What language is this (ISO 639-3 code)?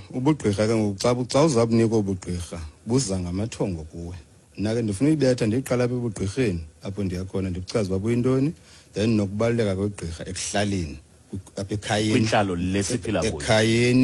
xho